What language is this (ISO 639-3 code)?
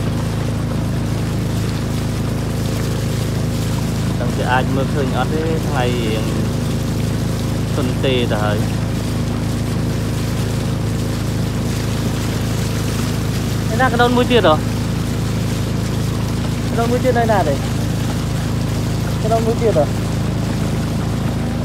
vie